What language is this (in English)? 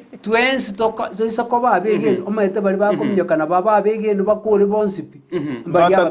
Gusii